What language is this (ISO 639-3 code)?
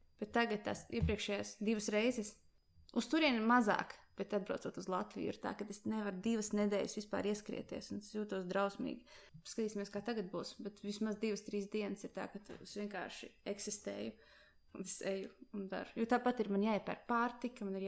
lav